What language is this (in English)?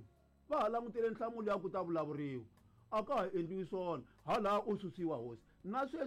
Tsonga